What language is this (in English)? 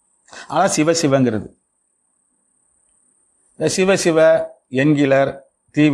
Tamil